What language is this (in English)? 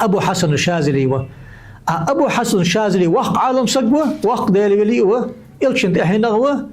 Ingush